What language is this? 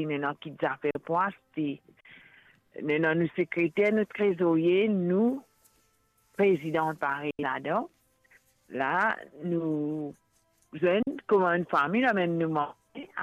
Morisyen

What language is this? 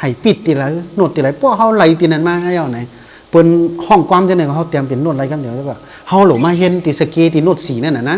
Shan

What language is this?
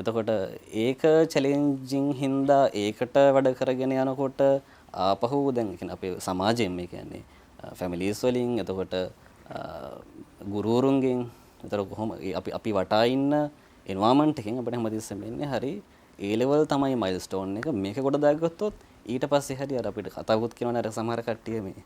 Sinhala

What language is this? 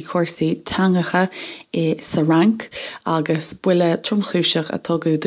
Irish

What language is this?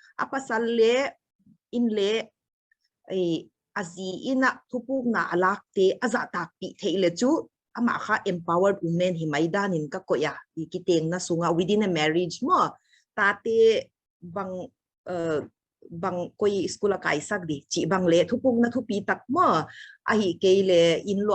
Paite Chin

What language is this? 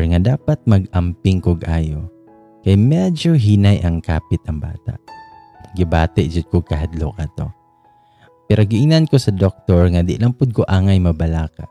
Cebuano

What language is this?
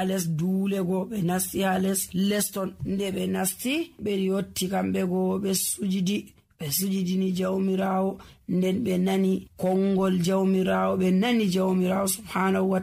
Nigerian Fulfulde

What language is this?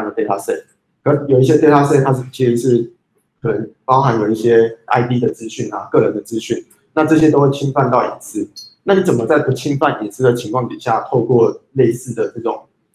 Chinese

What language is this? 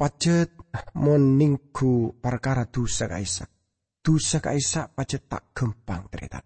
Madurese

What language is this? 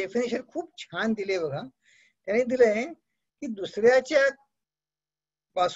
Marathi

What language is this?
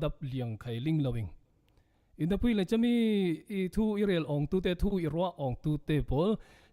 Falam Chin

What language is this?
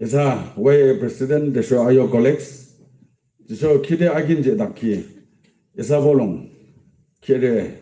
Yimchungru Naga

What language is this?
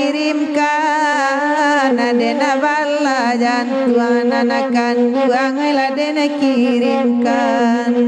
Minangkabau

